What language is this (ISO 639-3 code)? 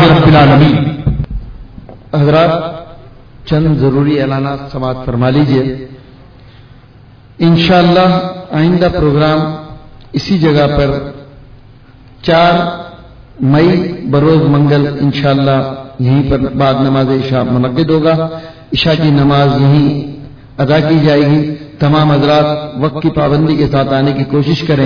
urd